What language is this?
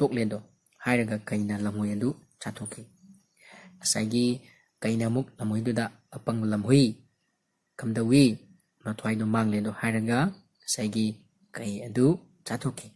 Manipuri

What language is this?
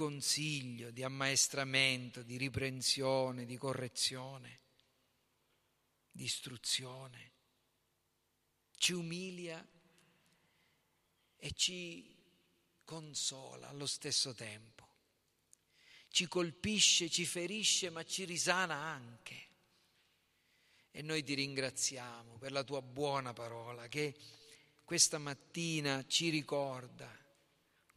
Italian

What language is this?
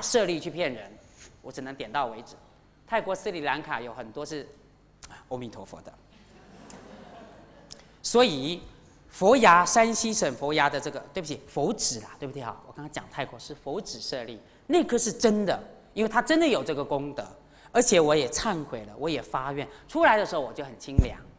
Chinese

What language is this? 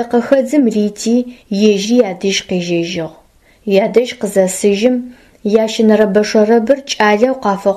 Adyghe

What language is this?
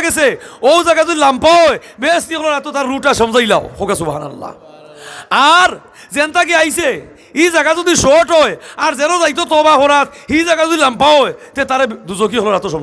Sylheti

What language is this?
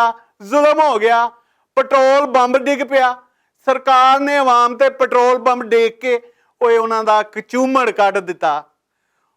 Western Panjabi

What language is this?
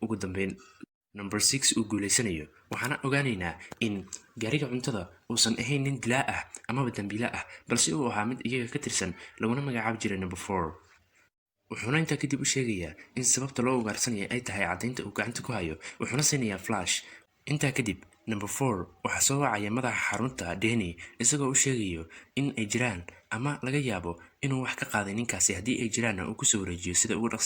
Somali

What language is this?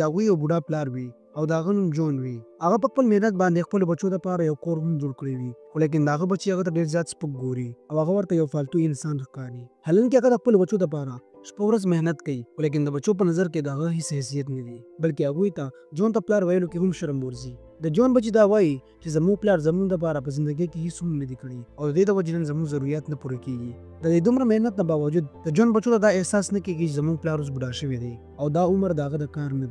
Pashto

